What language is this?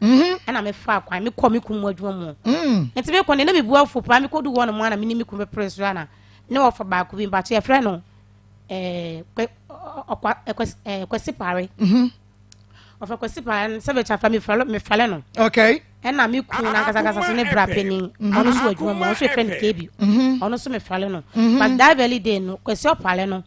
Akan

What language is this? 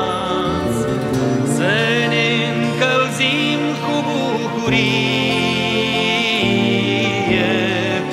Romanian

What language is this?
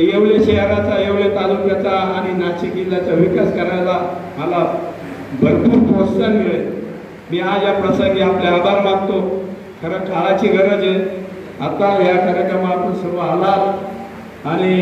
Marathi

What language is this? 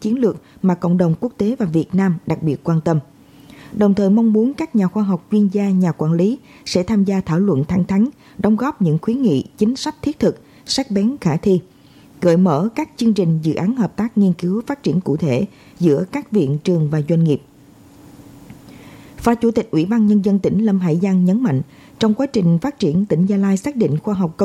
Vietnamese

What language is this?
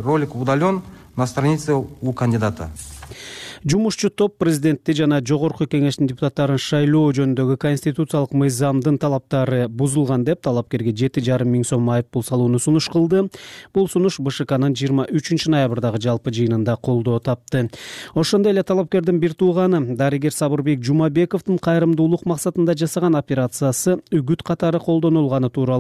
Kyrgyz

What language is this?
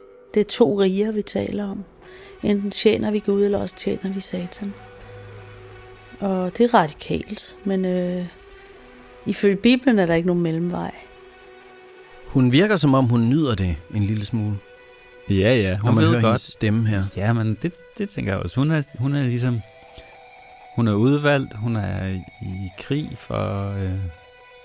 Danish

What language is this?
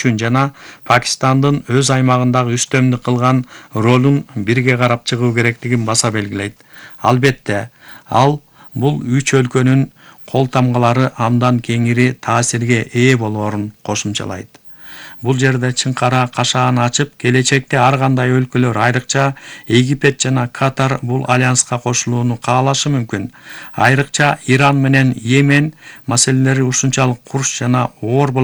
Kyrgyz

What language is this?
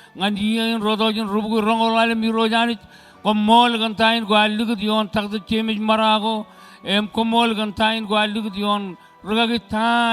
Marshallese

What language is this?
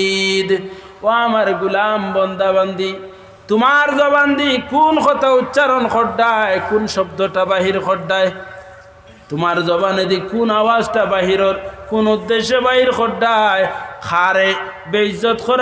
Sylheti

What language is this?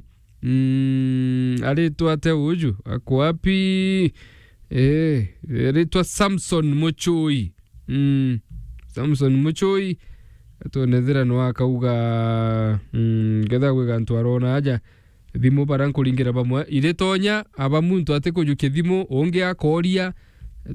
Meru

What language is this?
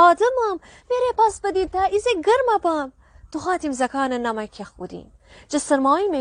Gilaki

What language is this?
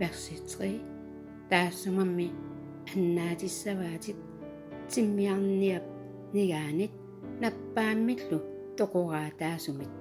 Kalaallisut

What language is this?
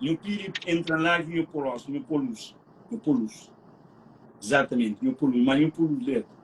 Kabuverdianu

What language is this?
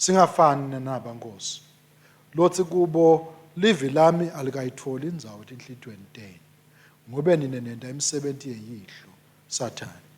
Swati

